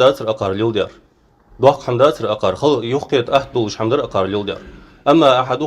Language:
Ingush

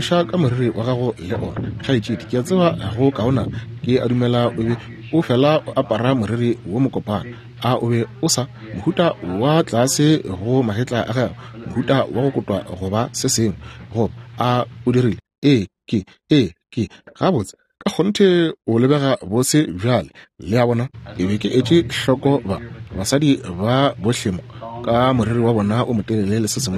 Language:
Northern Sotho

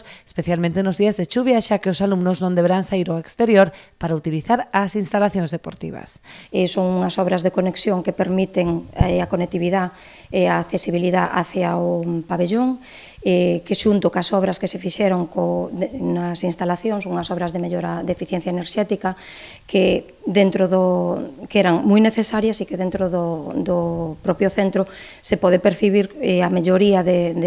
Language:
Galician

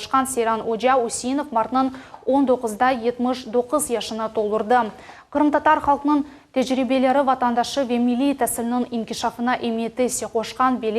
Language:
Crimean Tatar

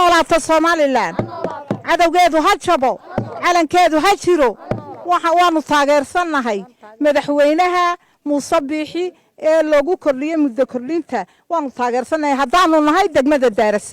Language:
Somali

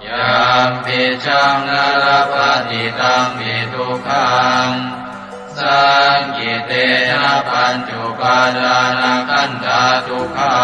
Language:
Pali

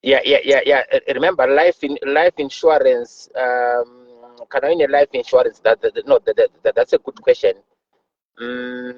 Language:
Shona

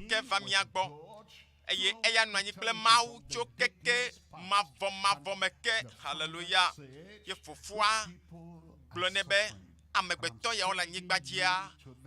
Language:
Ewe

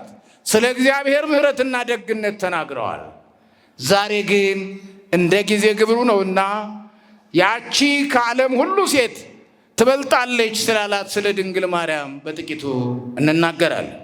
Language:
Amharic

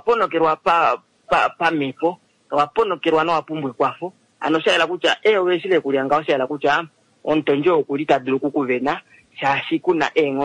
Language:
Kuanyama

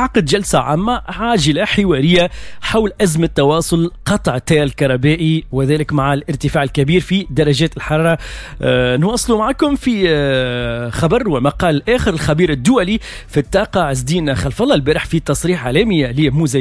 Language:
Tunisian Arabic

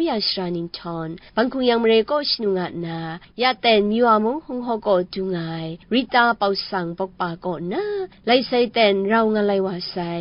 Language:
Kachin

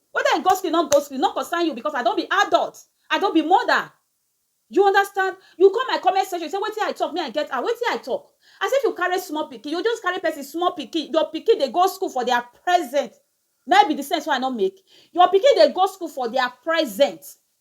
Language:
Nigerian Pidgin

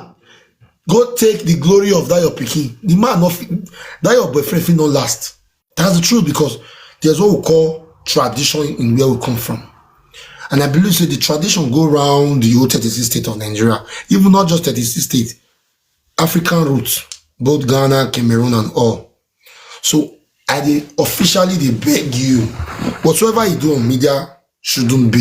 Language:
Nigerian Pidgin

